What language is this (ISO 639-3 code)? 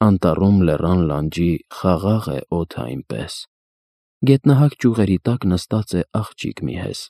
hye